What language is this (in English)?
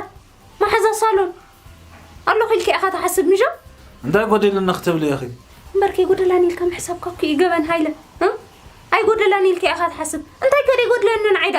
Tigrinya